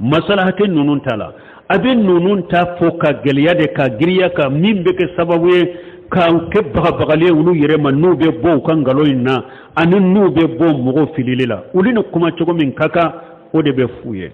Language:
Bambara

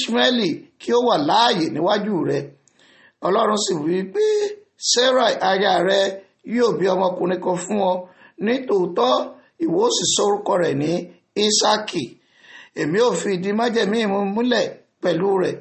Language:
Yoruba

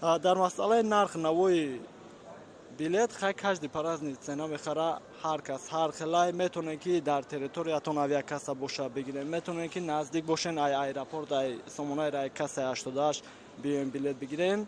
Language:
Tajik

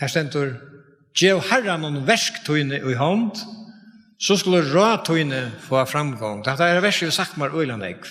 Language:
Faroese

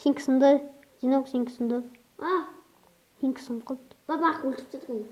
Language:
Kazakh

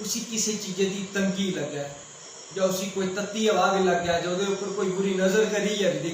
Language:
Dogri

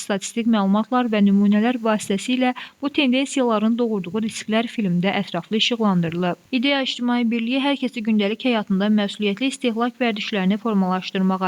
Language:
Azerbaijani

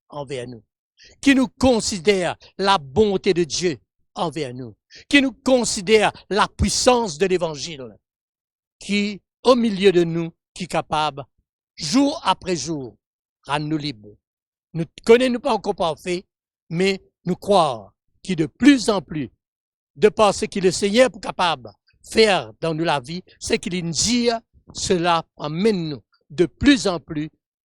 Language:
Morisyen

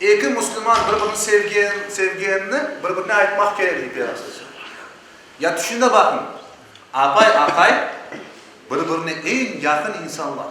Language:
Crimean Tatar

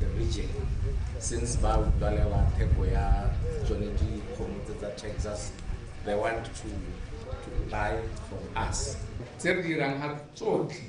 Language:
Tswana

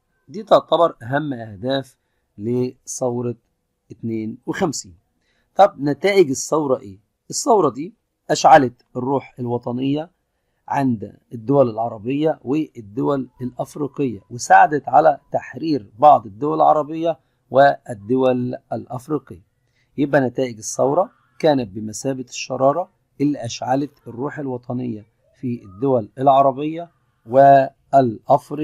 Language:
Egyptian Arabic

